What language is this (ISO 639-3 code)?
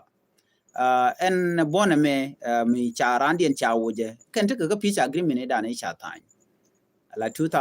nus